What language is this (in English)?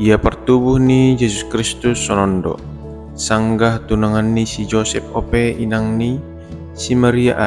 Batak Simalungun